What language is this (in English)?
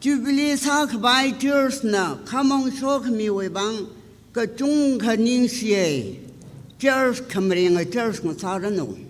Tangkhul Naga (India)